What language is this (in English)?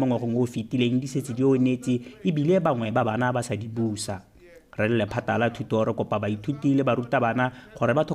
Tswana